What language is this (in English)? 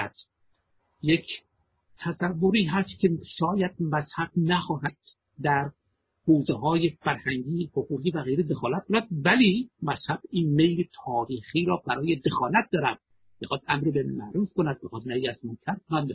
Persian